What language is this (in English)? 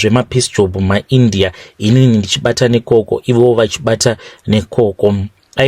Shona